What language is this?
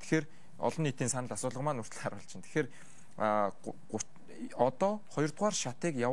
Mongolian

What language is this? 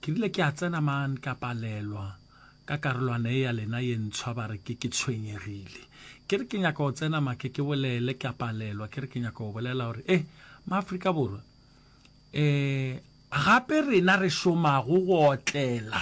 Northern Sotho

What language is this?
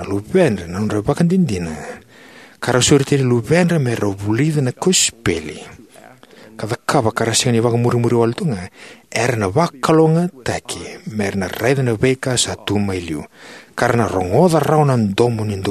Fijian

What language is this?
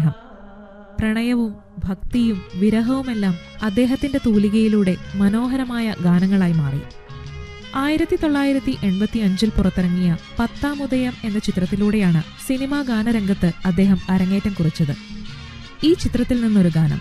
Malayalam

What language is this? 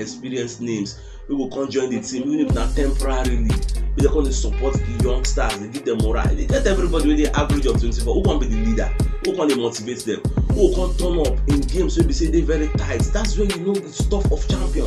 Nigerian Pidgin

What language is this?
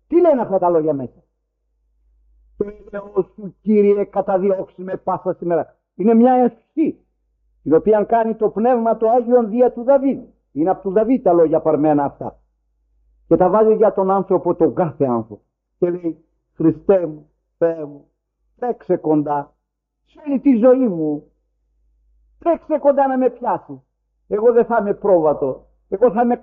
Greek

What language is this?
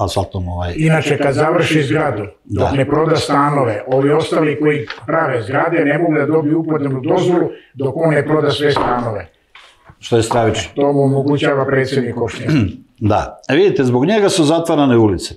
Serbian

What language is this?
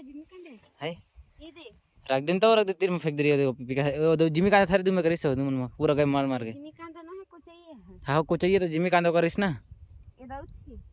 Chhattisgarhi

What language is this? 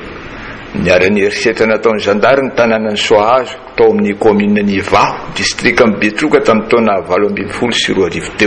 Malagasy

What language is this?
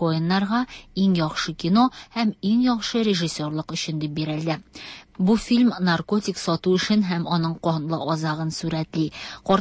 Tatar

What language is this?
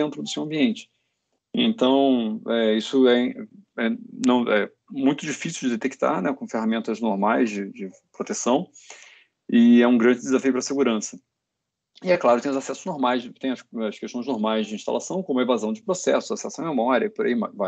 Portuguese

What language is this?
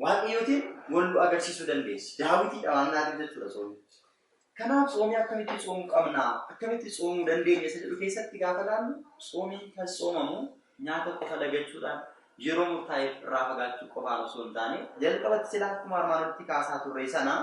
Oromo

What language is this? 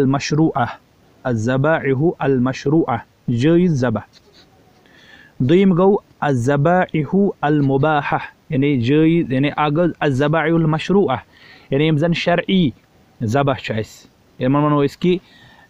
Kashmiri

